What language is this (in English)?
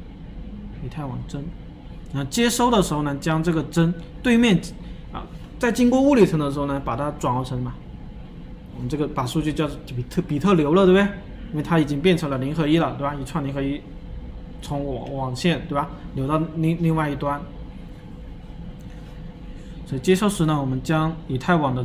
Chinese